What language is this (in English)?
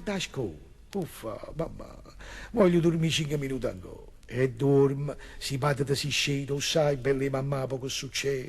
Neapolitan